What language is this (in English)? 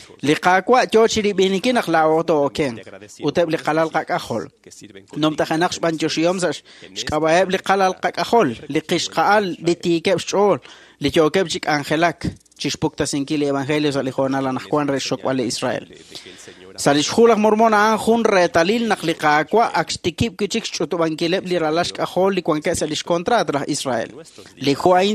Kekchí